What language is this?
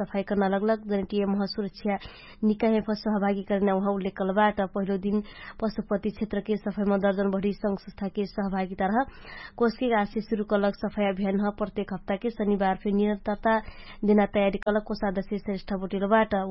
Dangaura Tharu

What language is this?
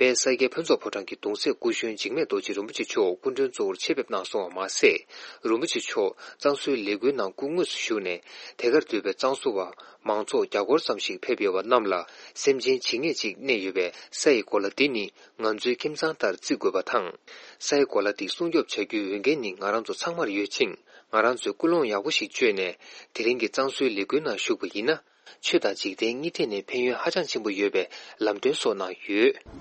Tibetan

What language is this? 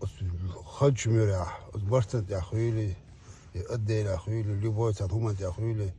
Chechen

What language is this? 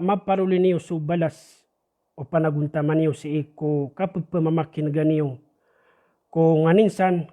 Maranao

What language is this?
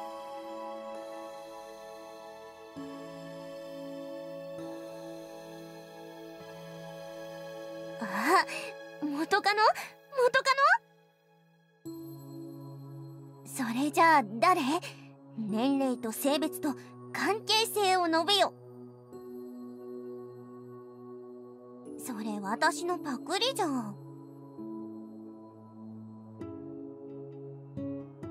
Japanese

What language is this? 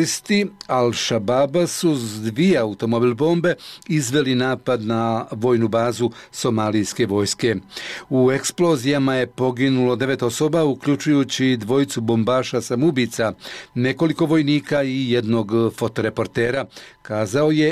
Bosnian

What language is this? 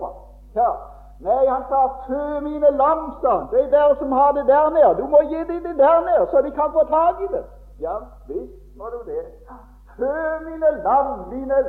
Norwegian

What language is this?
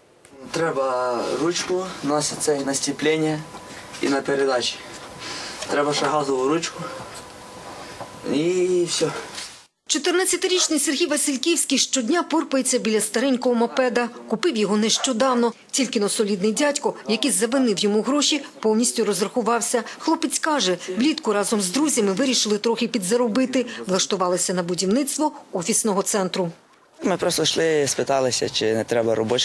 Ukrainian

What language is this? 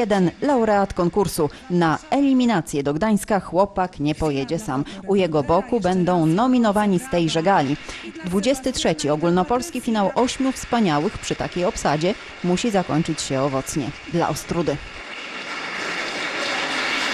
Polish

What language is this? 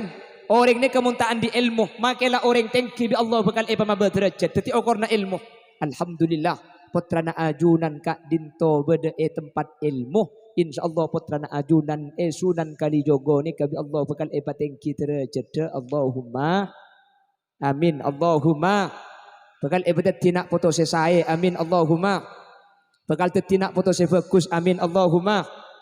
Madurese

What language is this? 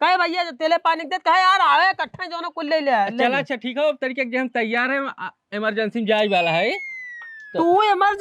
Awadhi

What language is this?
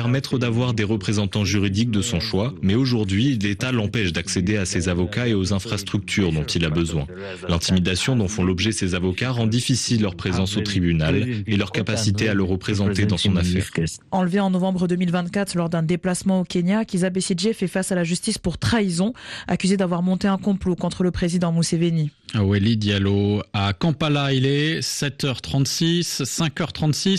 French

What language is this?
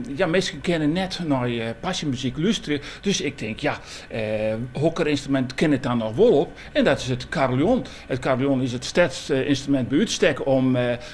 Western Frisian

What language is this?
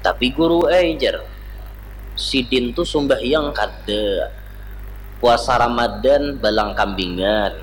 Banjar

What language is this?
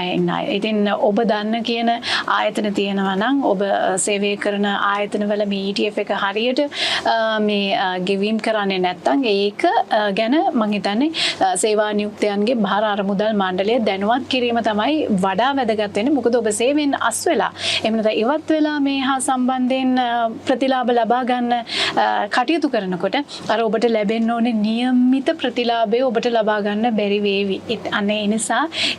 Sinhala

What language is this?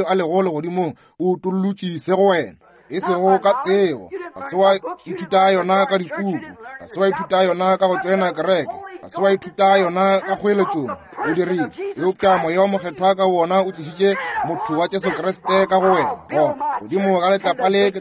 Northern Sotho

